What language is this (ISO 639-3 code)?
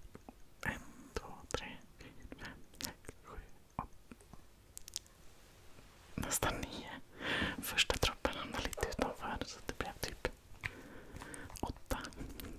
swe